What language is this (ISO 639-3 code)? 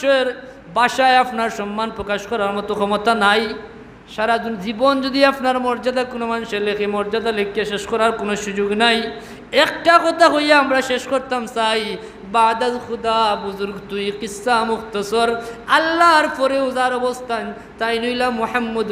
syl